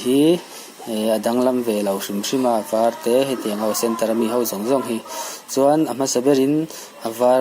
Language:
Mizo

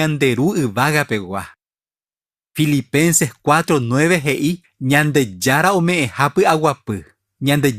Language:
Guarani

